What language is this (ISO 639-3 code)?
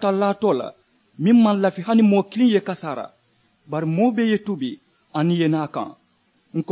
man